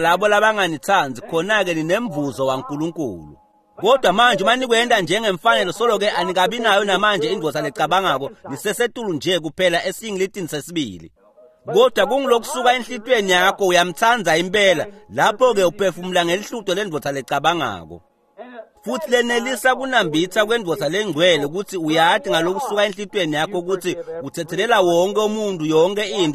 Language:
Swati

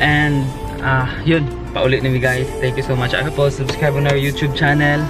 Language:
Cebuano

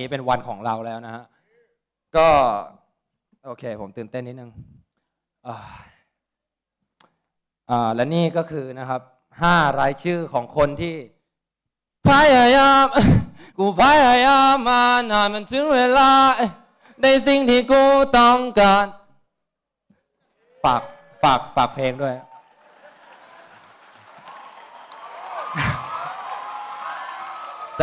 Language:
Thai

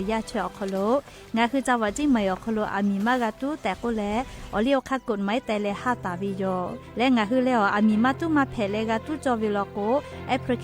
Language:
Lahu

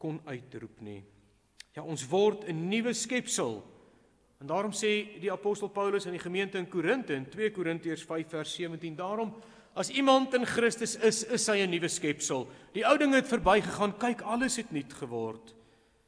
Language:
Afrikaans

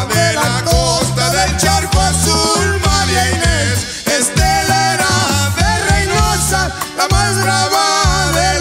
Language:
Spanish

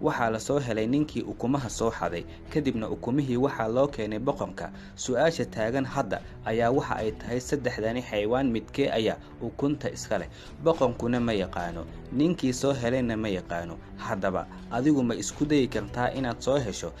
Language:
Somali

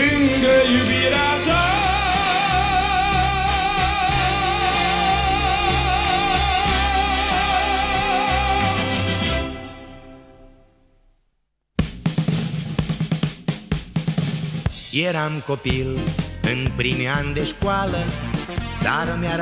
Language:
Romanian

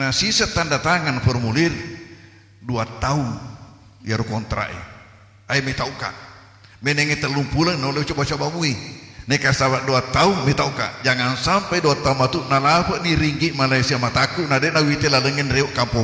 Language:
Buginese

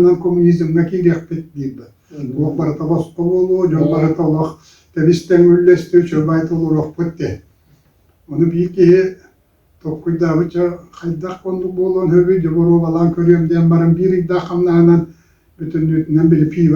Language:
Yakut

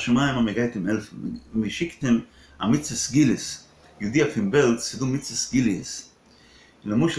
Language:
Yiddish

